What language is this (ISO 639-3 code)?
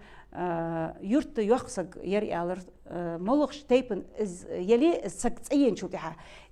inh